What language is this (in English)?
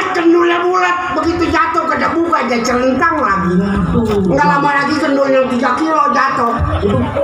Betawi